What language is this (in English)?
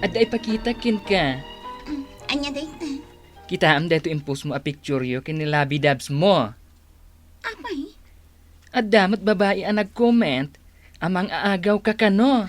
Iloko